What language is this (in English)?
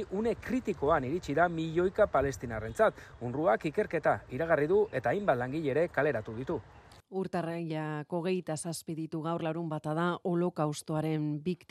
Basque